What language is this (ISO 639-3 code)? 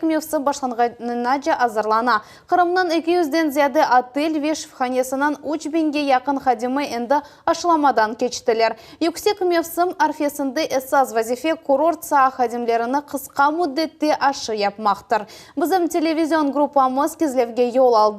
crh